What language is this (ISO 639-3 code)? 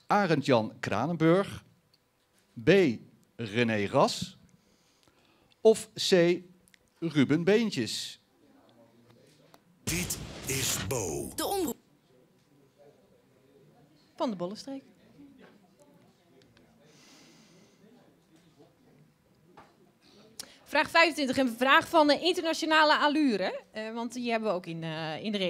nld